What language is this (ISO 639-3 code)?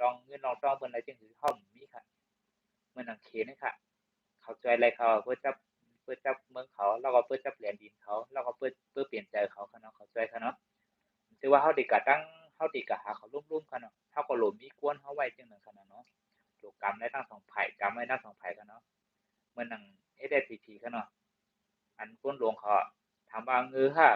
shn